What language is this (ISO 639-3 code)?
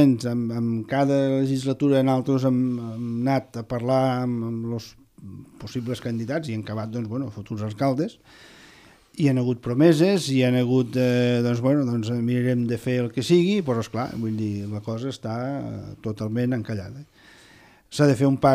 cat